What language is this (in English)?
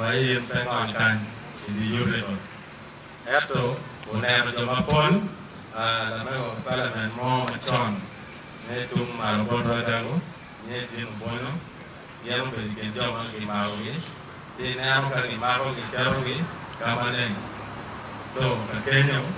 Acoli